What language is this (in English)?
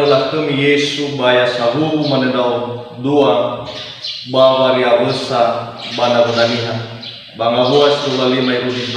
Nias